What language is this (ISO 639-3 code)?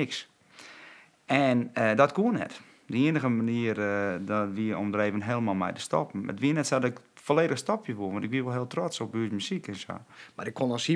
fry